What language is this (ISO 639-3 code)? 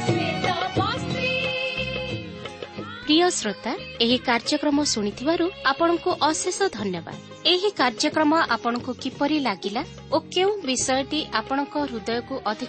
ori